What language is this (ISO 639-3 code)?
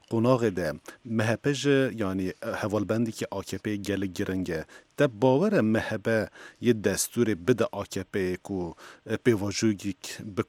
kur